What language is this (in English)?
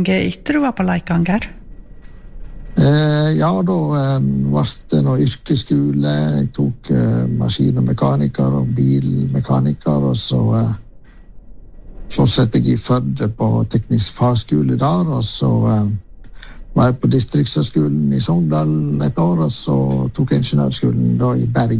Norwegian